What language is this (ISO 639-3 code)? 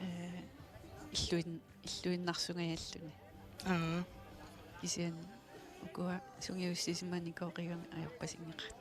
kal